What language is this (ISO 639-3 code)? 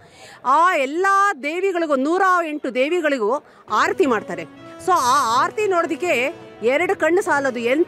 kan